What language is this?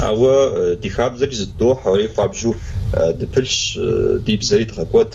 Kabardian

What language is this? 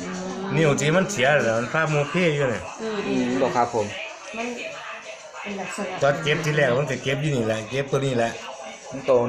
Northeastern Thai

